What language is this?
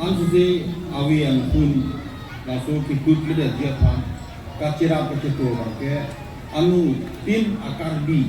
Karbi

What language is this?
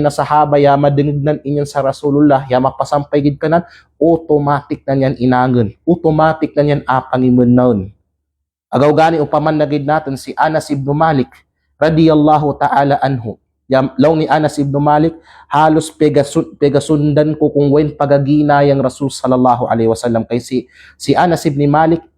Kalagan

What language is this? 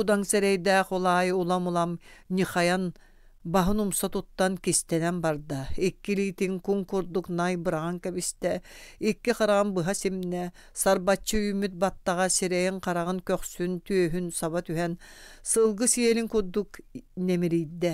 Yakut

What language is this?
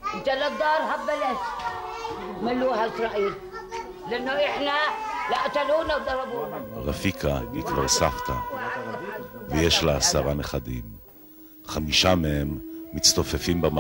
Hebrew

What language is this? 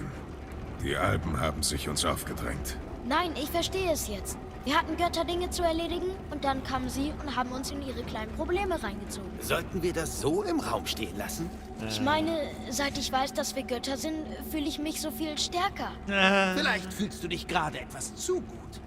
Bavarian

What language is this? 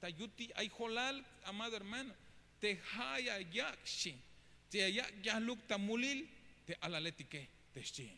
Tzeltal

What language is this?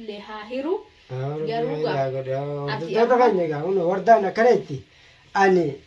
Oromo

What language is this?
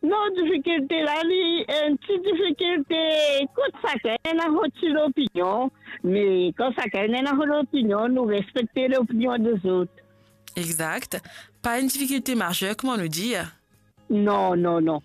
Morisyen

